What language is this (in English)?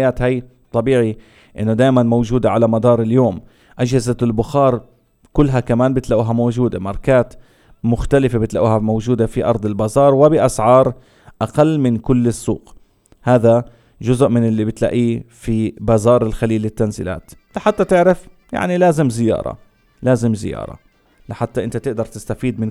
North Levantine Arabic